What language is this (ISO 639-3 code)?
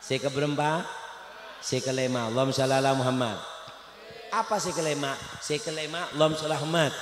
mad